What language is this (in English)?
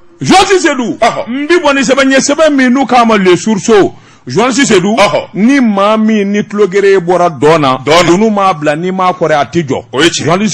Bambara